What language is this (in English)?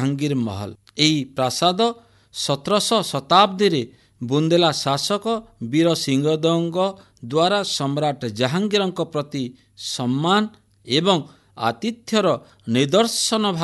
Odia